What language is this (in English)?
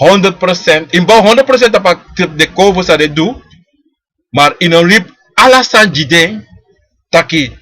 Sranan Tongo